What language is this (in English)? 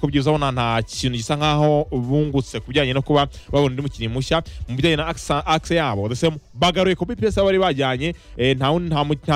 Kinyarwanda